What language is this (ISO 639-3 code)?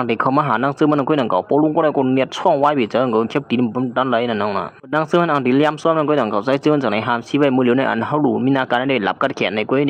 shn